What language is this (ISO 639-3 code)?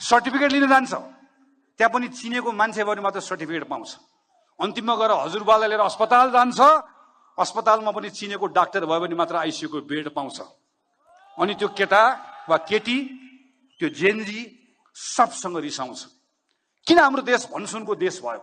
nep